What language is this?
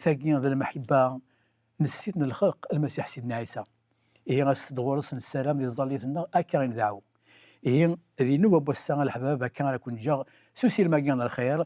Kabyle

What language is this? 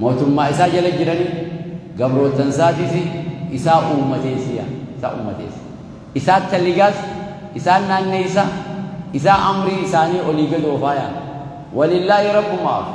Oromo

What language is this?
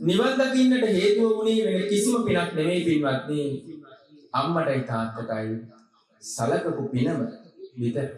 Sinhala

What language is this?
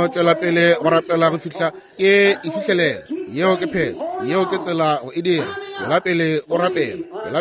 Northern Sotho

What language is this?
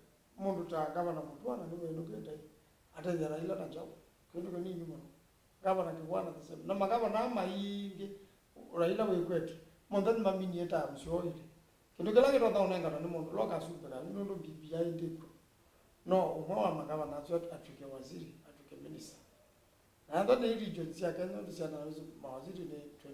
Kamba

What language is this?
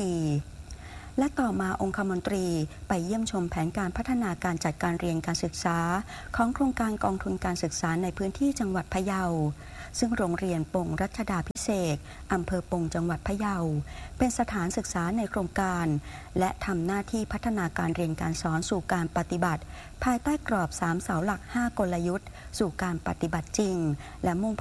Thai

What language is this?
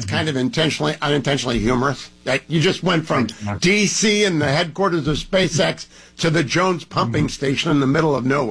English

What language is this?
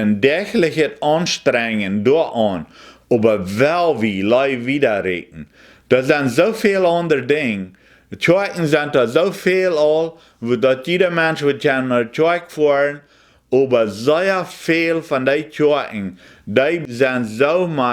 Plautdietsch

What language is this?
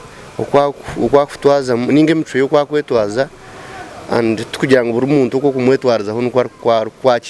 Nyankole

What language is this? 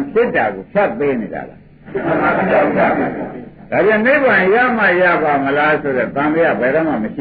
Burmese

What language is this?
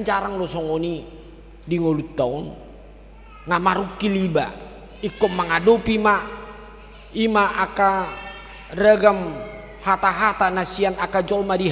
Batak Toba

